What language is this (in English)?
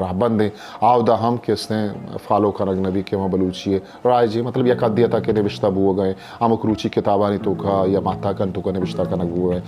Eastern Balochi